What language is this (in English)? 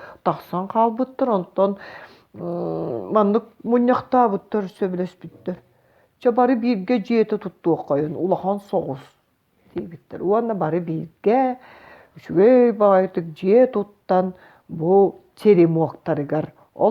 Yakut